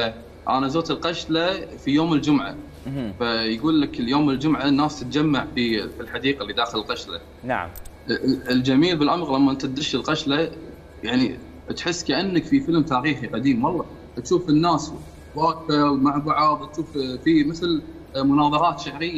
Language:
Mesopotamian Arabic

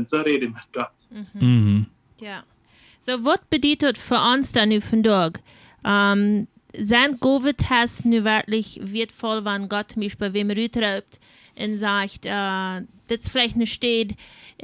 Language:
Plautdietsch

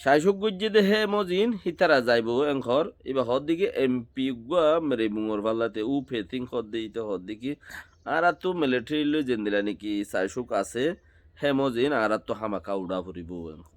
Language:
Rohingya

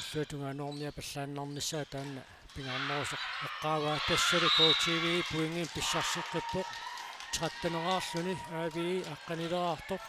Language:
Kalaallisut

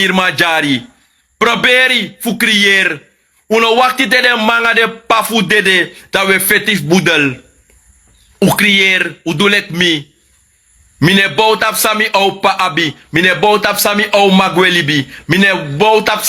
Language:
Sranan Tongo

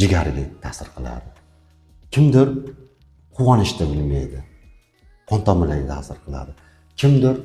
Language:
Uzbek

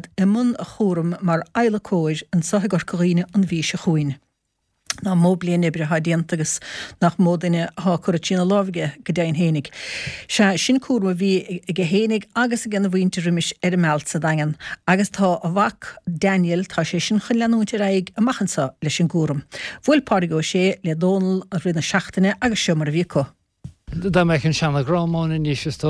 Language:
Irish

